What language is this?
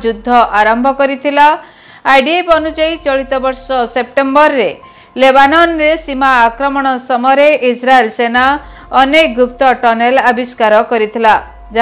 Odia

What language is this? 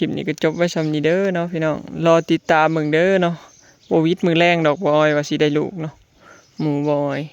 Northeastern Thai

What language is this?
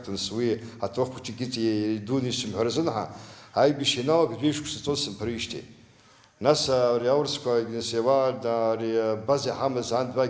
Abkhazian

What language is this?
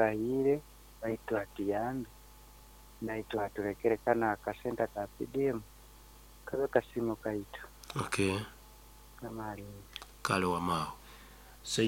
Nyoro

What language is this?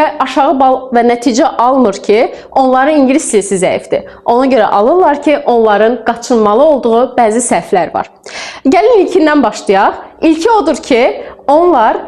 Azerbaijani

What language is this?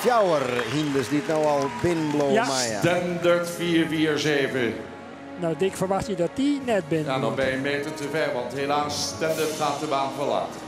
Western Frisian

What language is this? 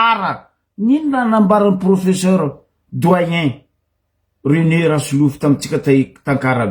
Malagasy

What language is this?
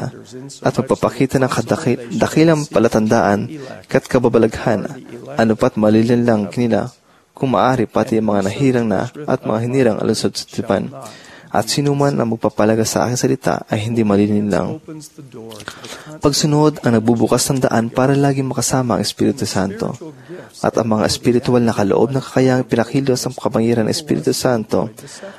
Filipino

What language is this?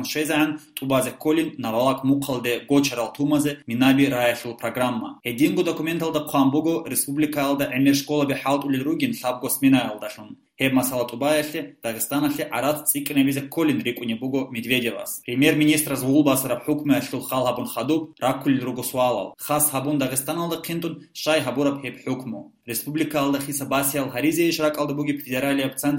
Avaric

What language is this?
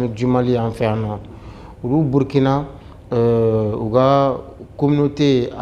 Bambara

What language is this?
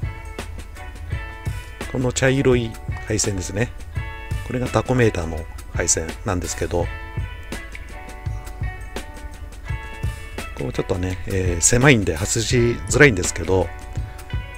Japanese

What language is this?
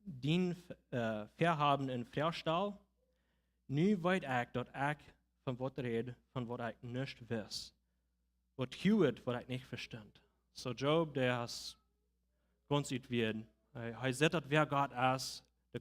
Plautdietsch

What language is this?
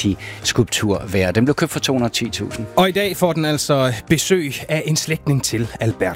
Danish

